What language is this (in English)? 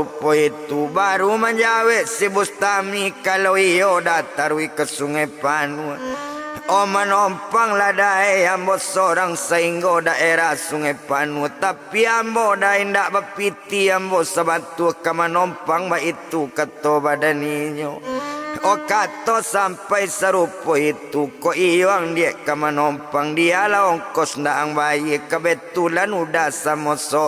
Minangkabau